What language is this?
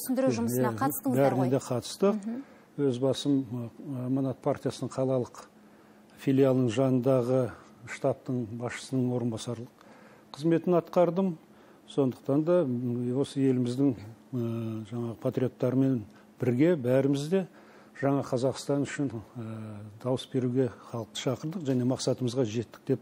Kazakh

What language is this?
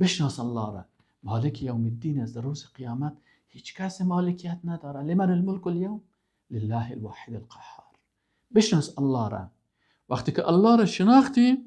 Persian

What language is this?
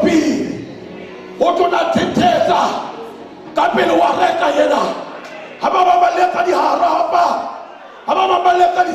Southern Sotho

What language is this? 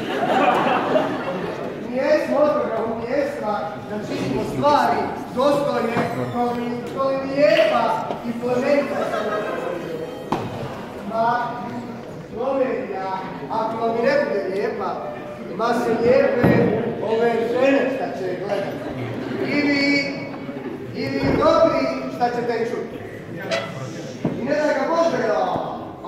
Croatian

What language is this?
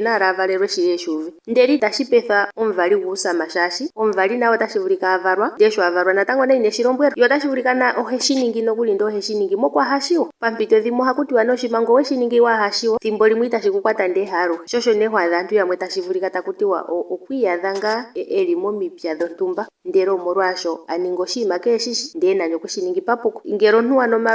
Ndonga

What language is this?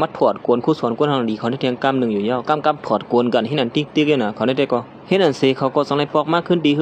Shan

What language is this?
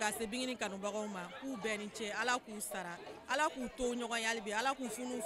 Bambara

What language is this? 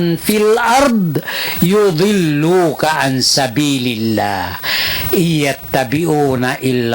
Tausug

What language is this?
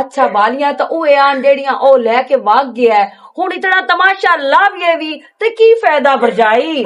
Western Panjabi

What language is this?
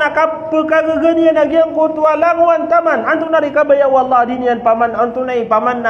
Maranao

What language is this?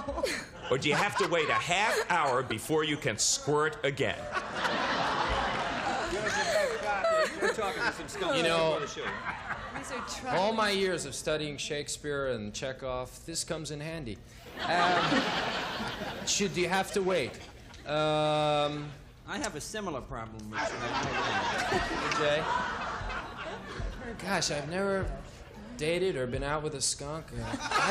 English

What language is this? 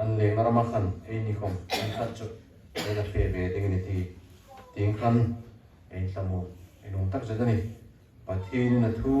Hmar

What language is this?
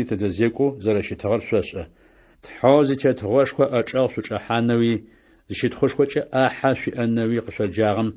Adyghe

